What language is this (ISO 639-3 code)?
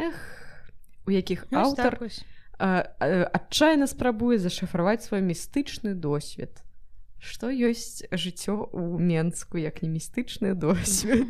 bel